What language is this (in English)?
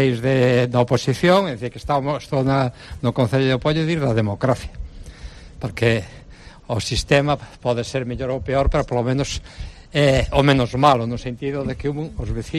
Galician